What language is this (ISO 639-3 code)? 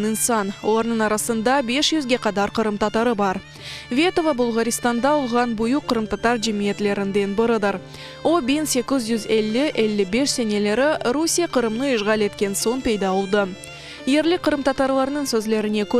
crh